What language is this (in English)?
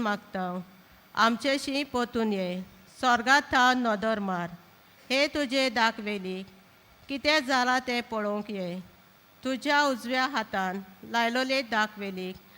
Konkani